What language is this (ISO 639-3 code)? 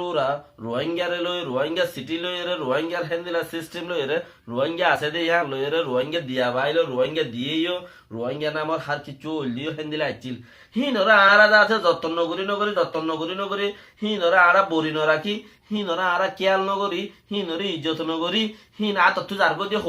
rhg